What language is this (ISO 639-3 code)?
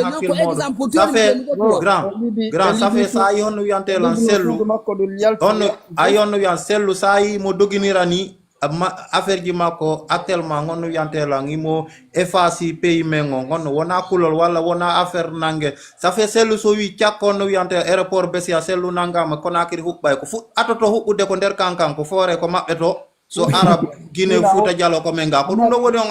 ful